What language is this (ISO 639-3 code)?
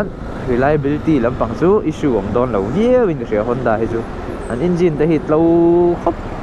lus